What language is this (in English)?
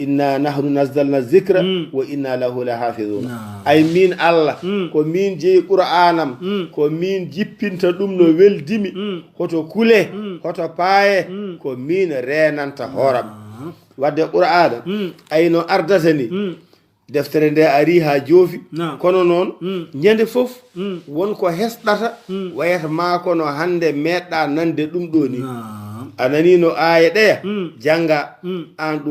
Fula